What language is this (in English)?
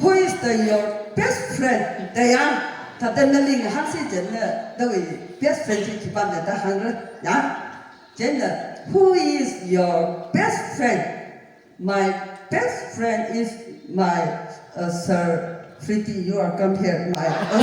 Tangkhul Naga (India)